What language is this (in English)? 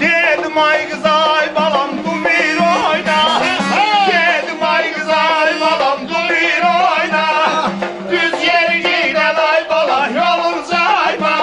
South Azerbaijani